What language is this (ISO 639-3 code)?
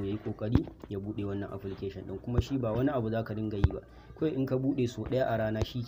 hau